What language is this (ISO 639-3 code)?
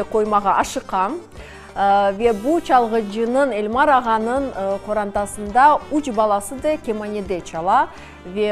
crh